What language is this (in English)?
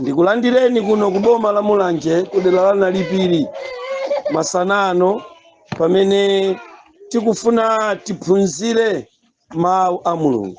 Nyanja